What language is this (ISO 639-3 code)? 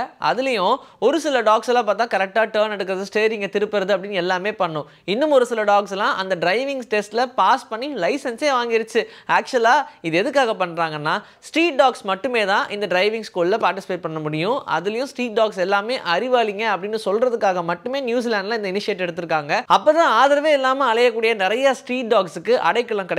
tam